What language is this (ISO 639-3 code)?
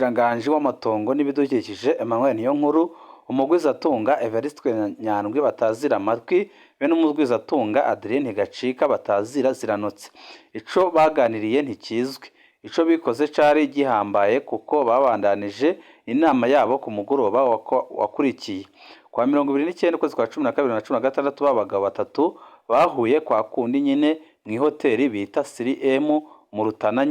run